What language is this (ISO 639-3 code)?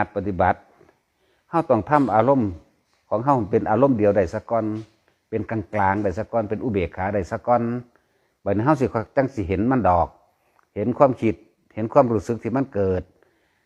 lao